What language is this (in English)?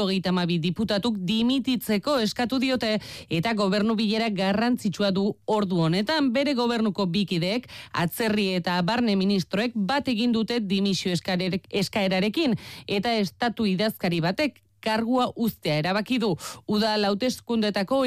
Basque